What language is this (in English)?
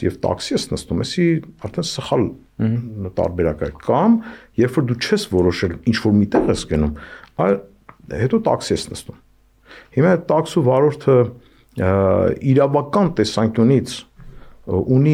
Armenian